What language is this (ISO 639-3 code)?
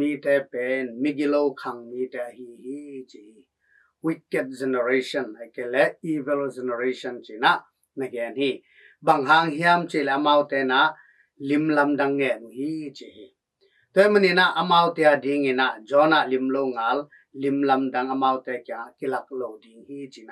ctd